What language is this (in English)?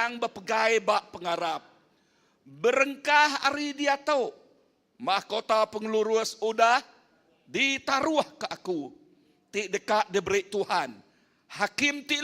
Iban